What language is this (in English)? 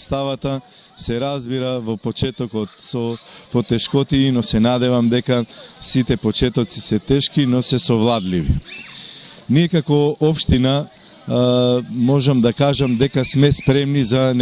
Macedonian